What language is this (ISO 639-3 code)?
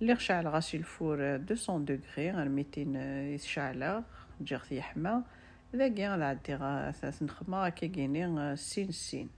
kab